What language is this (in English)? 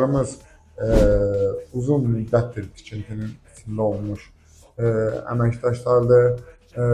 Azerbaijani